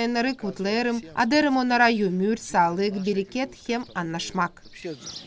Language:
Gagauz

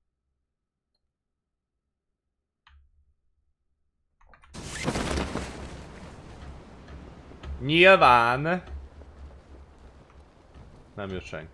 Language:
Hungarian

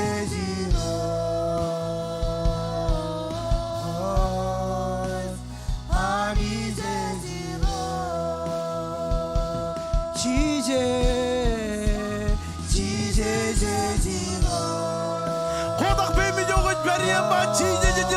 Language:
Marshallese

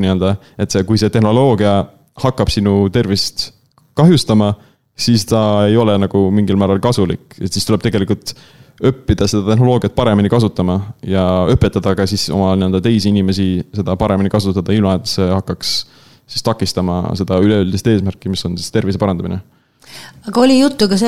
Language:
Estonian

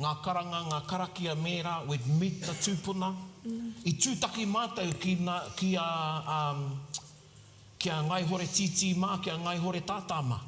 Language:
Māori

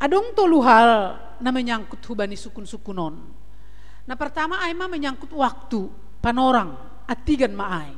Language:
Batak Simalungun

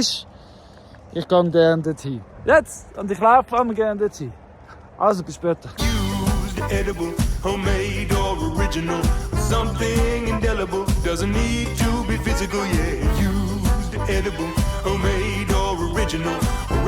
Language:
Swiss German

